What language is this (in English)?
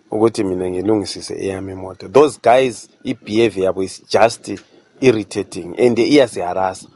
North Ndebele